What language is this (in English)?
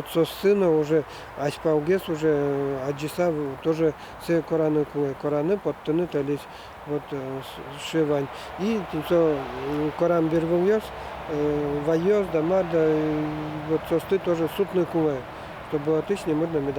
Udmurt